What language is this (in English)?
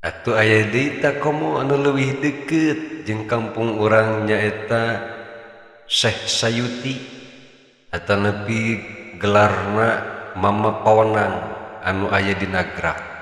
Sundanese